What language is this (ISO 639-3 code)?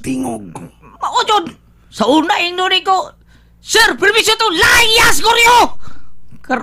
ceb